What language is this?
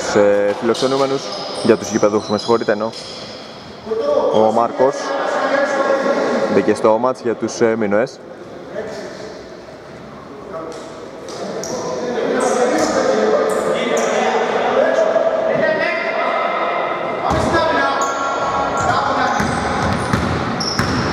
Greek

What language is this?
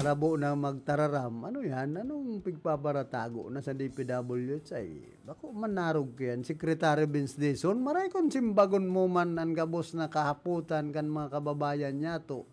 Bikol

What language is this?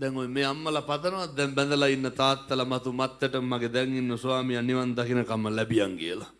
Sinhala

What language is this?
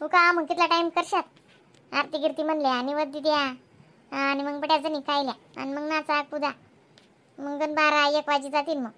Khandesi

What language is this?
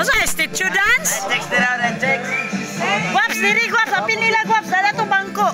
Cebuano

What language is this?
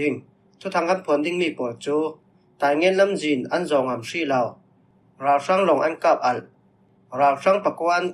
Falam Chin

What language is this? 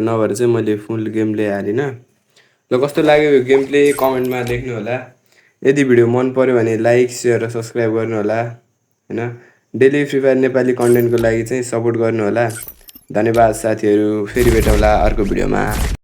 Nepali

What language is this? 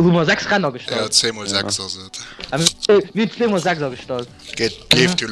Luxembourgish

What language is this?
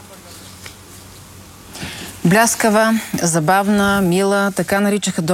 Bulgarian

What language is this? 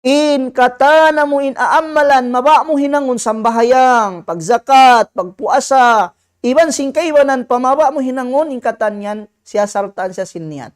Tausug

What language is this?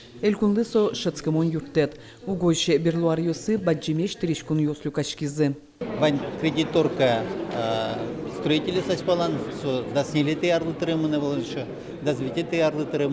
Udmurt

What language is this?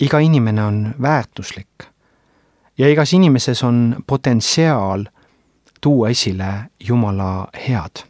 Estonian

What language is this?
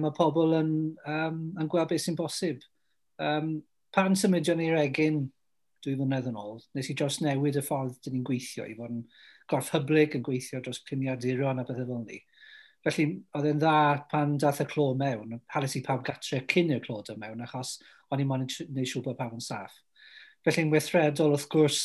Welsh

